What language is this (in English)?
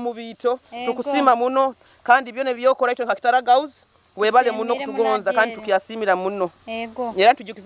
Nyoro